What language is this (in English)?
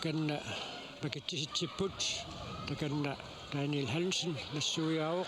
Kalaallisut